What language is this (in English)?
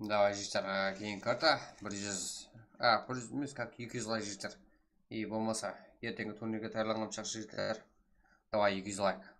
Kara-Kalpak